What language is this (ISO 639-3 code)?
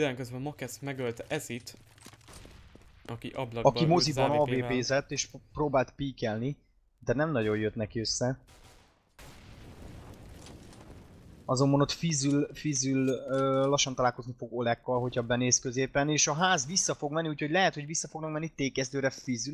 hun